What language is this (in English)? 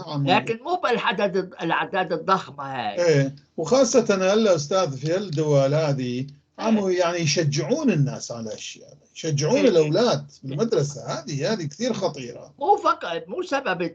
North Levantine Arabic